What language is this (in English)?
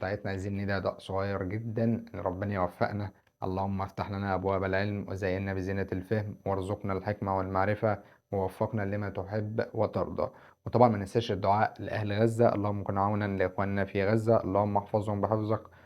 Egyptian Arabic